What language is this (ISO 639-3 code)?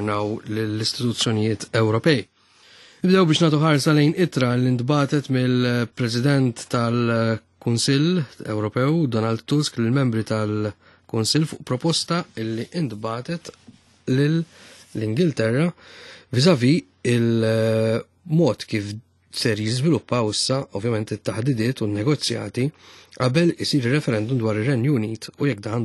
mlt